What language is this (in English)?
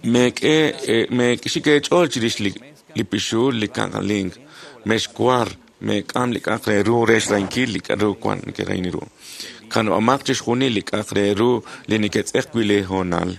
Kekchí